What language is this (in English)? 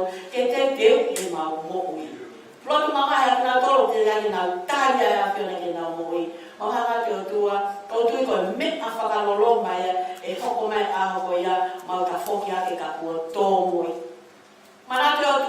Tongan